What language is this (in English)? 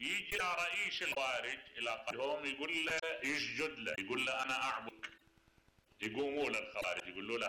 Mesopotamian Arabic